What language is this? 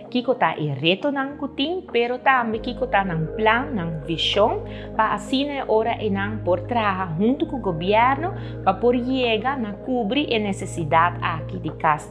Papiamento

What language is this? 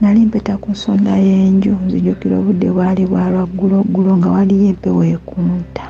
Ganda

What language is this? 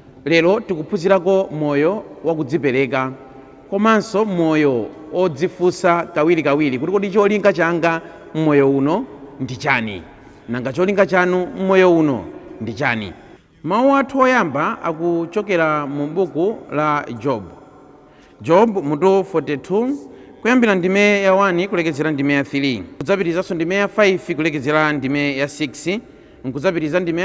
Nyanja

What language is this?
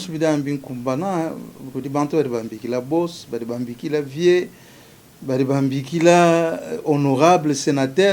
Luba-Lulua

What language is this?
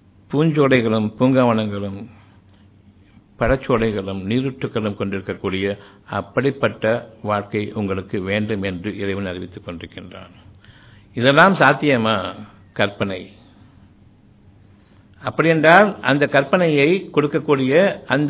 Tamil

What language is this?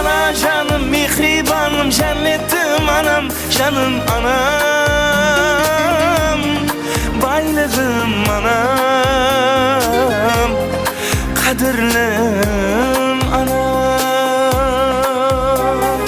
Kara-Kalpak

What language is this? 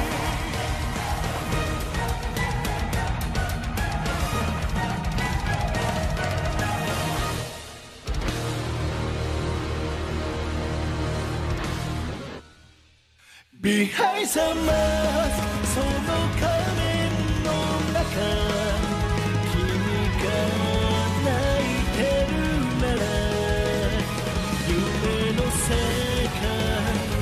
Japanese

